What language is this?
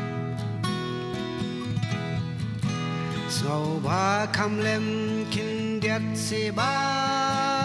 Khasi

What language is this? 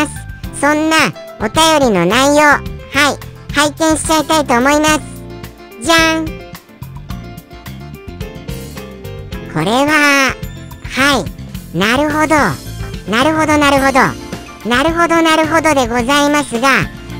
Japanese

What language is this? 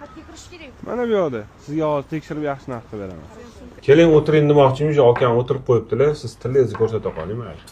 Uzbek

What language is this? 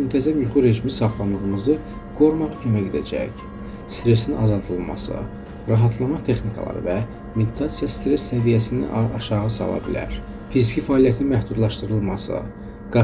Azerbaijani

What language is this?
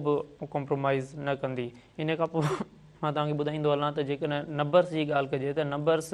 Sindhi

